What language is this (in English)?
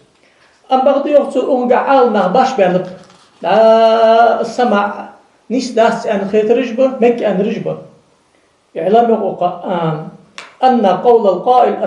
Ingush